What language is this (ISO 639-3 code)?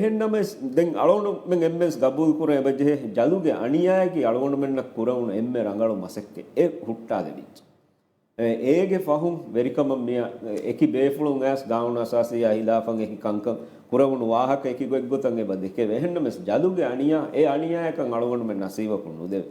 div